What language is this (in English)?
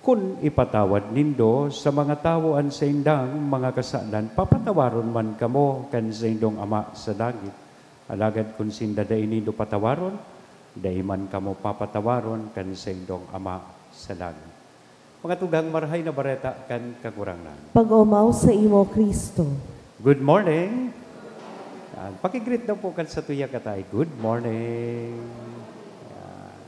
Bikol